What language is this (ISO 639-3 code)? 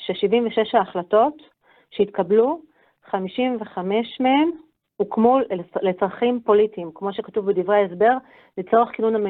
heb